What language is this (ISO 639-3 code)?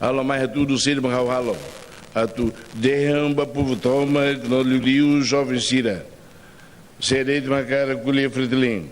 tet